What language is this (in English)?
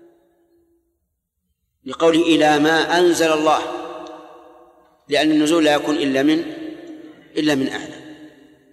Arabic